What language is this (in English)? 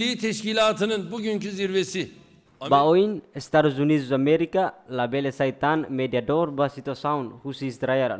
Tetum